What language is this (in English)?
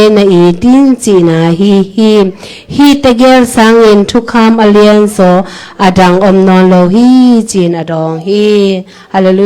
Tedim Chin